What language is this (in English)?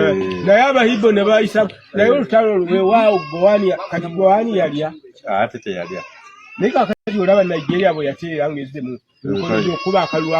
Ganda